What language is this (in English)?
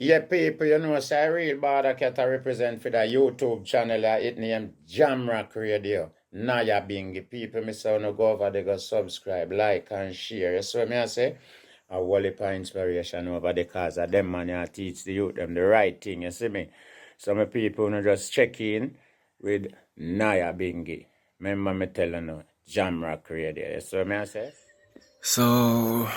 Jamaican Creole English